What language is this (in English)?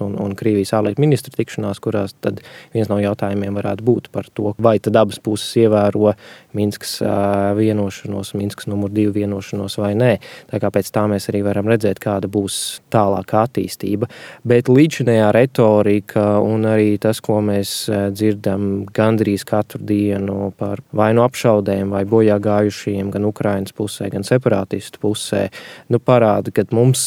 Latvian